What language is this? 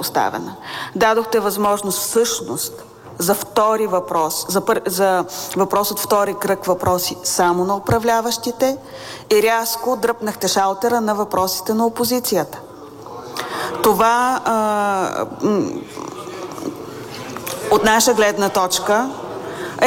Bulgarian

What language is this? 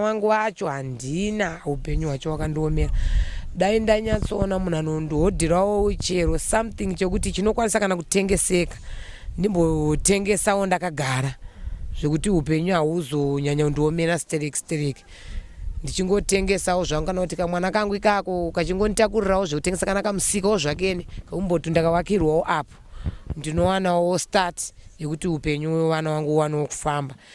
Shona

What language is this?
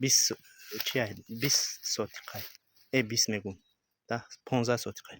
Tajik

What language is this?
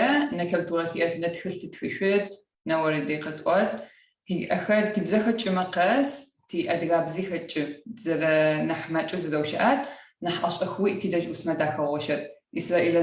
Adyghe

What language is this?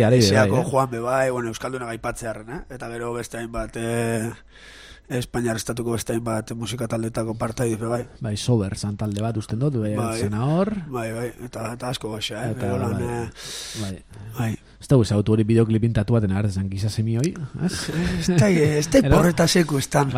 Basque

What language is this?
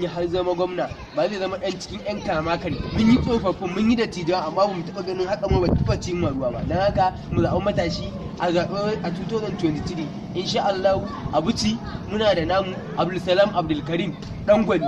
Hausa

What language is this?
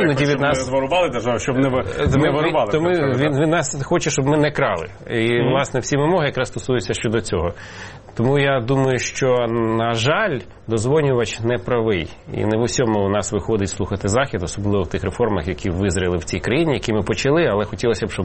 Ukrainian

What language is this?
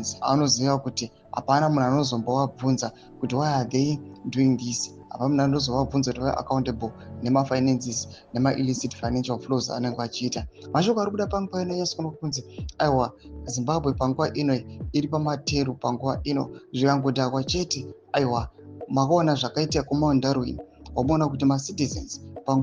Shona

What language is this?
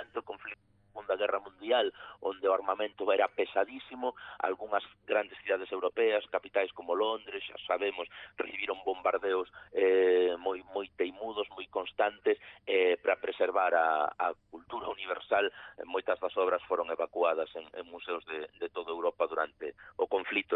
Galician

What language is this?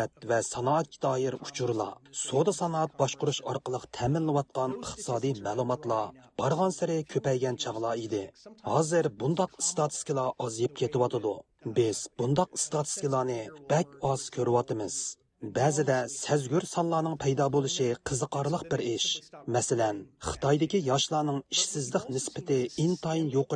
Uyghur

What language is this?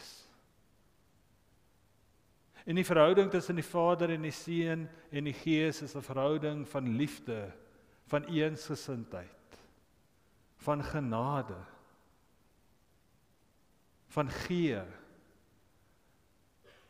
Afrikaans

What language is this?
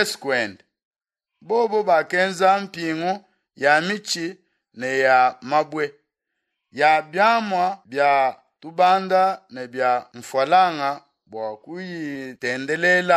Luba-Lulua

